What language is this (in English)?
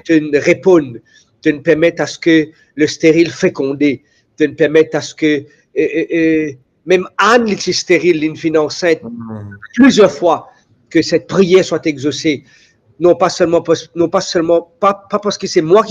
Morisyen